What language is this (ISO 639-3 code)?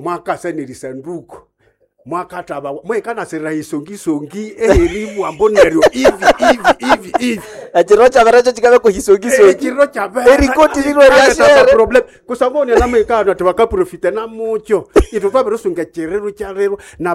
nnb